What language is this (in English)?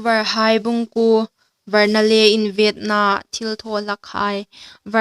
Hmar